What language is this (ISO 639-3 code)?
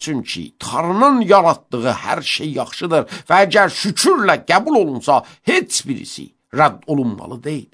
aze